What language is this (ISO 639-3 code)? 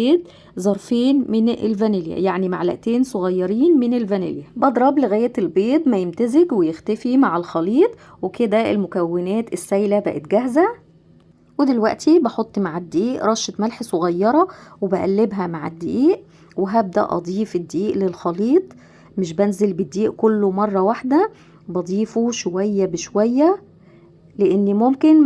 arz